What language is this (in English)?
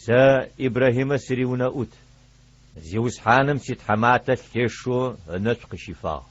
Adyghe